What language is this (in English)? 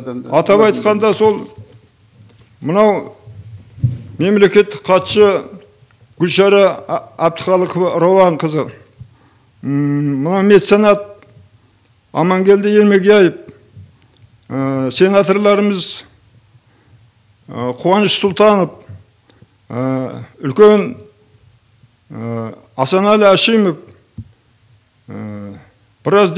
Kazakh